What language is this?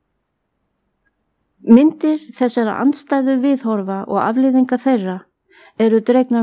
Icelandic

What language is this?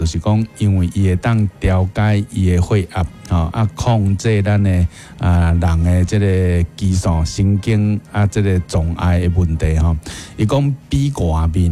Min Nan Chinese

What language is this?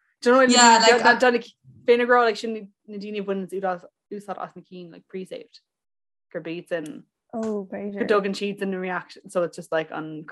Irish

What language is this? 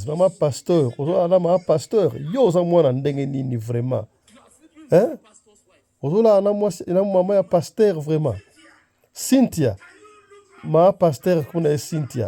Lingala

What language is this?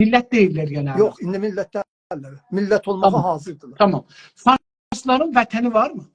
South Azerbaijani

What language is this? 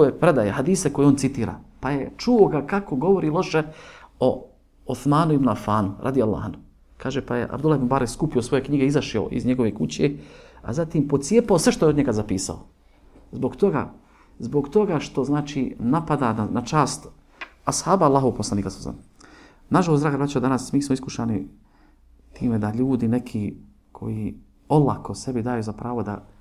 Bosnian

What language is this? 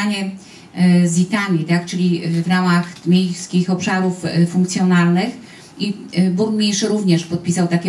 Polish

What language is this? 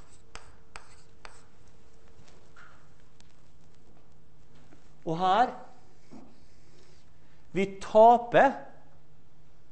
Norwegian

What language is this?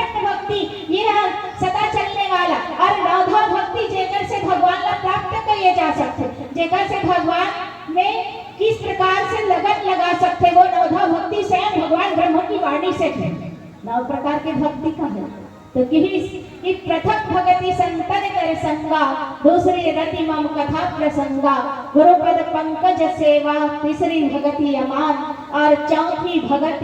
Chhattisgarhi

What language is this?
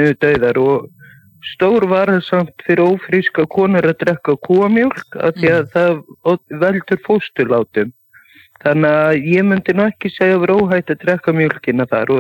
Icelandic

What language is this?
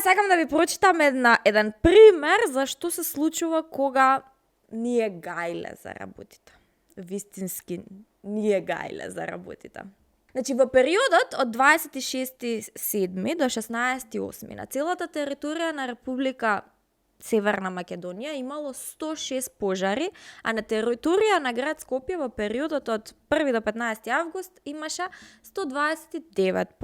Macedonian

